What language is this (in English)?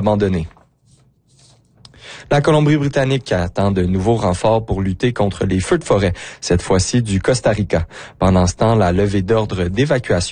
French